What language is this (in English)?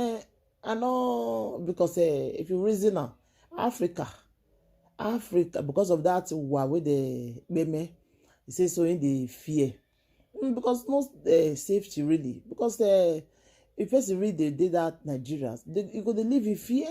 Nigerian Pidgin